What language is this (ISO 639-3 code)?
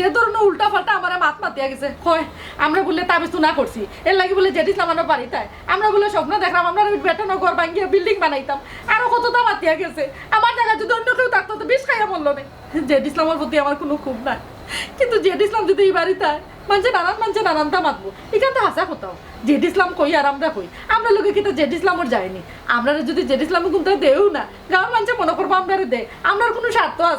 syl